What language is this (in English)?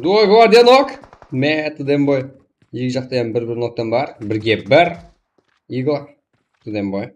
Kara-Kalpak